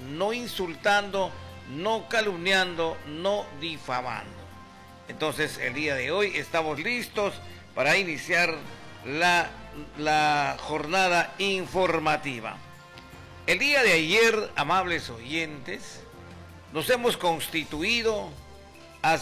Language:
Spanish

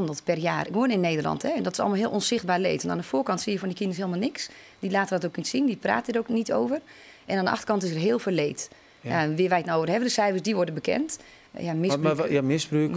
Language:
Western Frisian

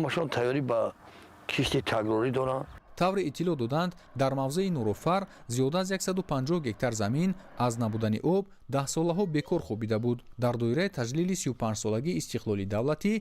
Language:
Tajik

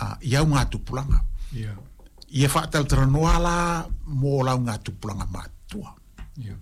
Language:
Samoan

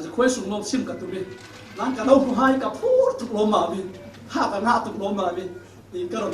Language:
Falam Chin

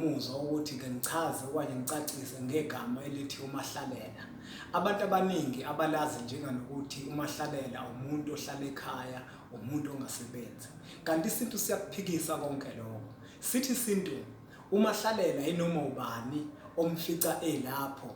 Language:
Zulu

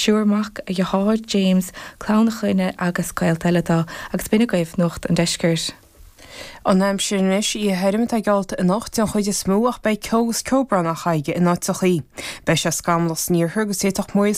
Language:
Irish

